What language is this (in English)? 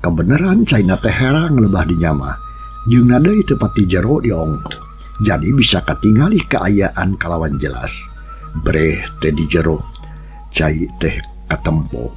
Sundanese